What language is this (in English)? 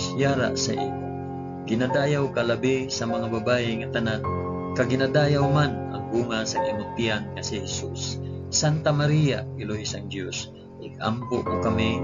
Hiligaynon